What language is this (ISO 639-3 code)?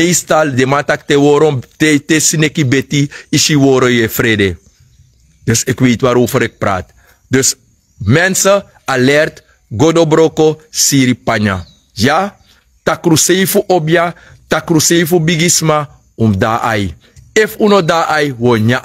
srn